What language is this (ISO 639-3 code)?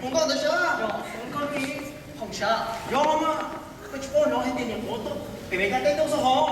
hmn